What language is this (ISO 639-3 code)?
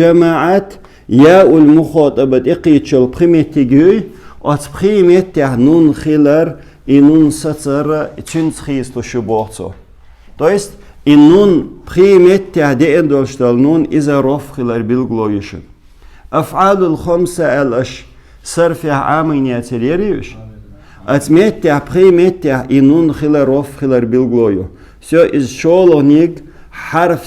che